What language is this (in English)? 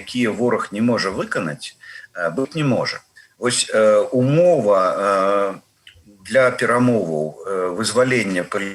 Belarusian